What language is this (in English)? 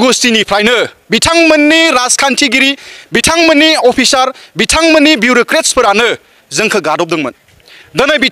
Bodo